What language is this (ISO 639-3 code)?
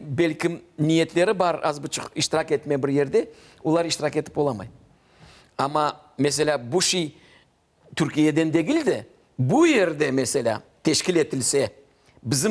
crh